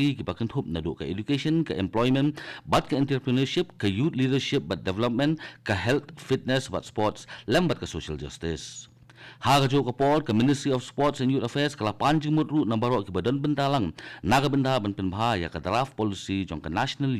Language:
Khasi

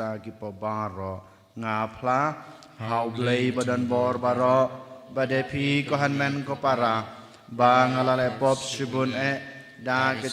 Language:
Khasi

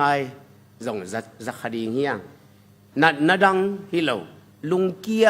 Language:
Tedim Chin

